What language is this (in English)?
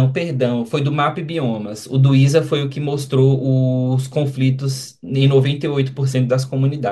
Portuguese